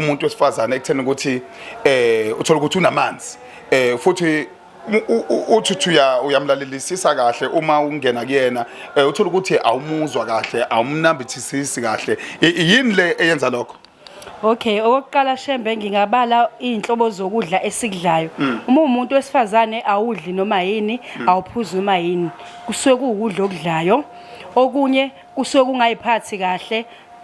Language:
Zulu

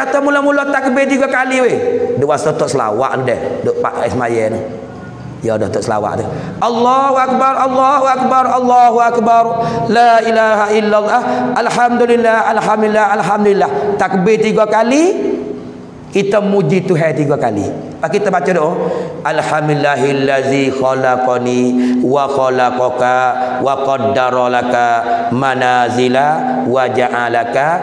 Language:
Pattani Malay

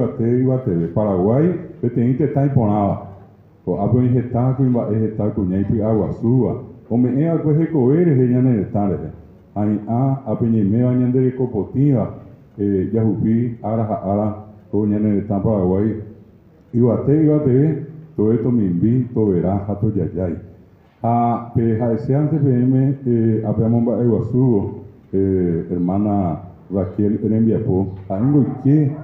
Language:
Guarani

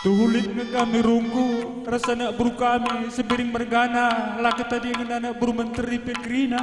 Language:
Batak Karo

